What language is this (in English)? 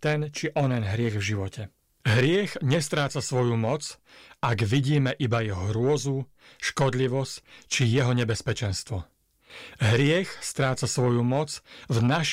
Slovak